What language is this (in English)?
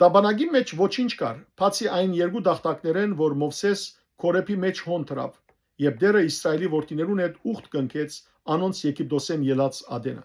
Western Armenian